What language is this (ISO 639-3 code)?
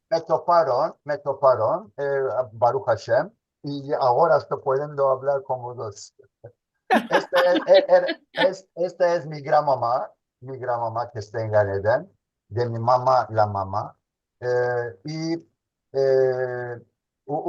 lad